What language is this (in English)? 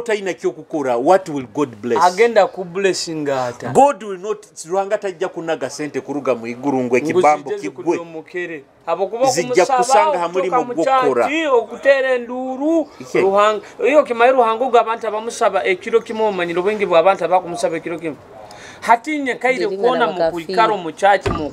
Nyoro